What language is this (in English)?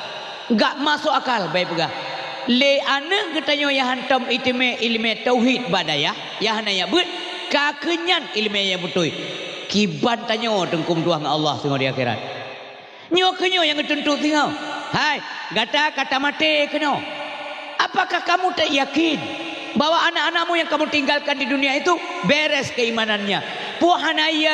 Achinese